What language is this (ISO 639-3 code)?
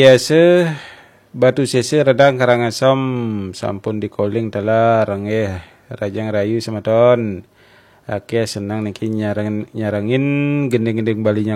ban